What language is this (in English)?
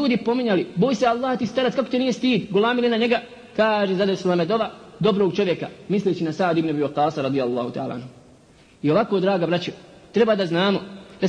Bosnian